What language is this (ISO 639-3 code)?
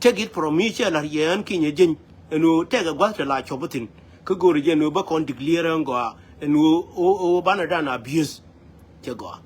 nus